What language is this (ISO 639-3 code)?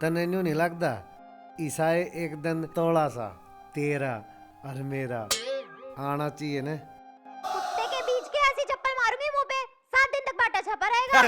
bgc